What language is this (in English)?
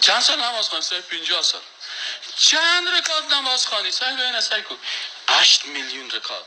Persian